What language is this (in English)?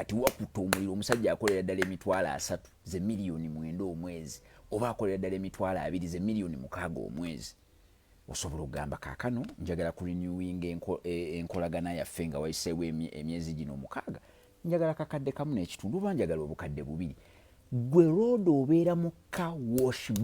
Ganda